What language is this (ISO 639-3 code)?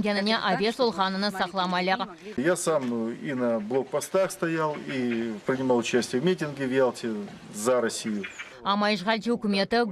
crh